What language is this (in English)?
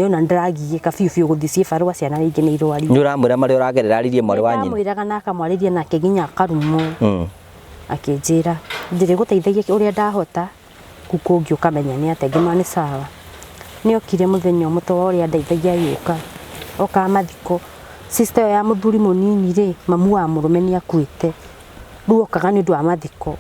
Kikuyu